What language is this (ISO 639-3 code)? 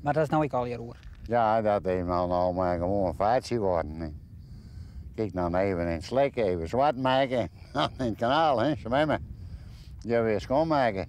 fry